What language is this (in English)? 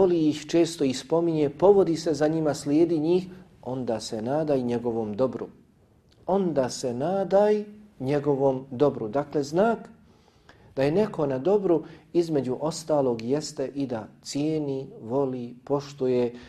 Bosnian